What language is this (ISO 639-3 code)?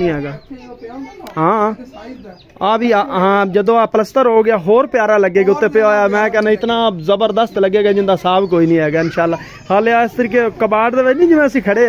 pan